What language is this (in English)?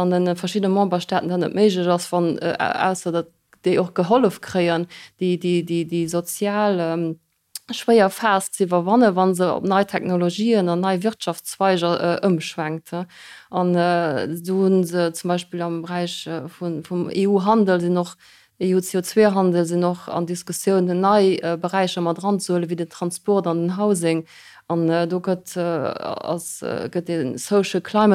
Luxembourgish